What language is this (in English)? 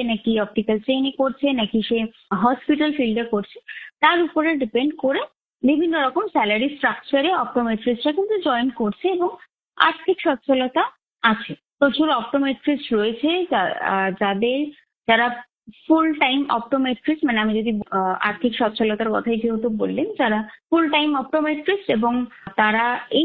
Bangla